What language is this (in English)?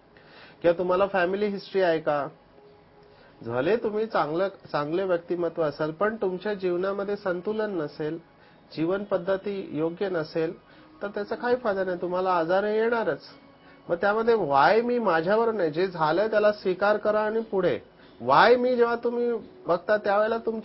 Marathi